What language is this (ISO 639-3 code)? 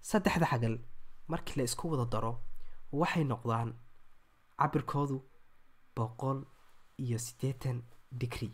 som